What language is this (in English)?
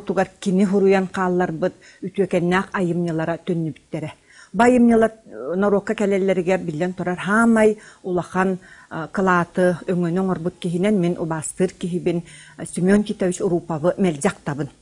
Yakut